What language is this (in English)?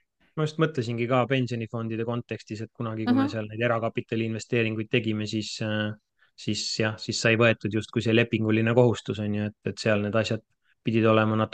Estonian